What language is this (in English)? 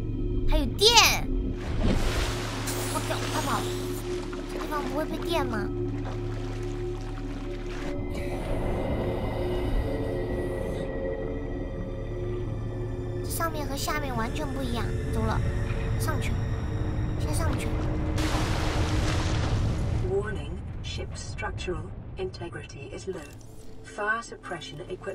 Chinese